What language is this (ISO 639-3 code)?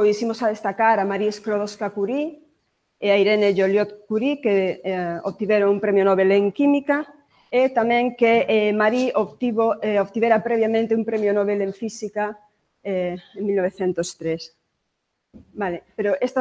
glg